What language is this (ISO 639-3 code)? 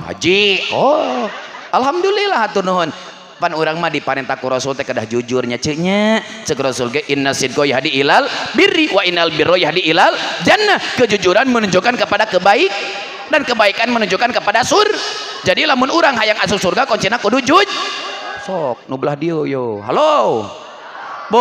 sun